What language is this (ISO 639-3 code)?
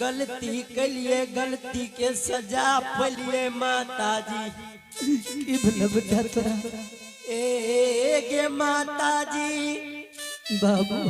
anp